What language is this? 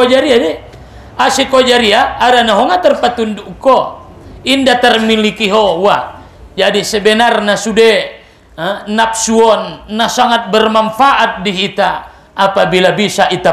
Batak Mandailing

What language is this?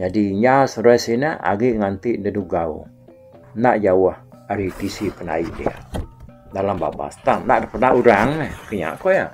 Iban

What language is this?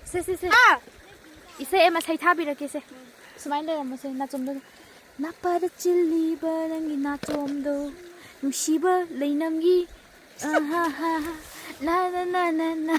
Manipuri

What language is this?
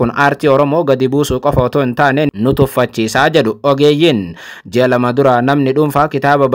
Oromo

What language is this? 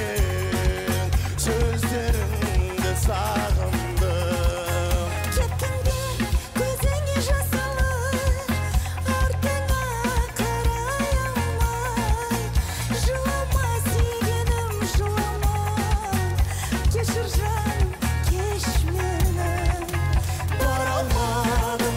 Kazakh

